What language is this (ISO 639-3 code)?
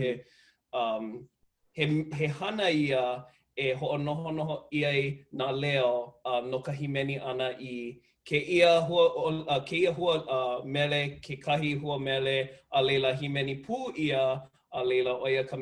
haw